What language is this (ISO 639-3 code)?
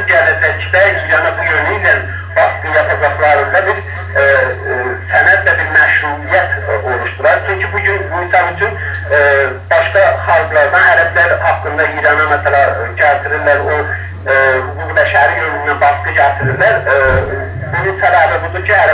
azb